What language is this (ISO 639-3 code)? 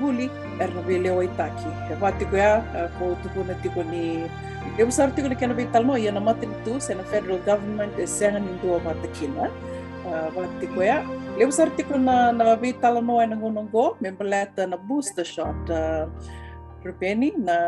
fij